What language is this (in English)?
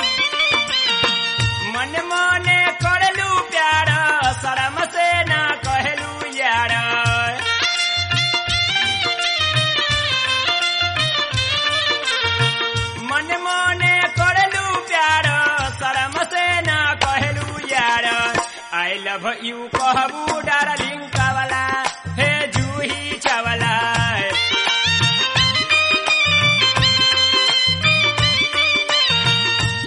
Bhojpuri